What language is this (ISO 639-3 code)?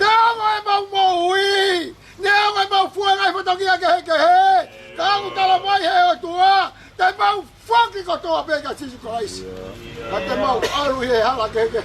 ton